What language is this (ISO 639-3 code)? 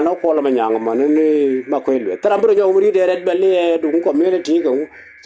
nus